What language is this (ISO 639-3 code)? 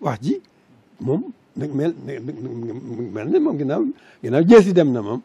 wol